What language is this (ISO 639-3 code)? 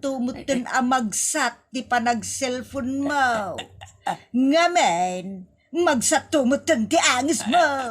ilo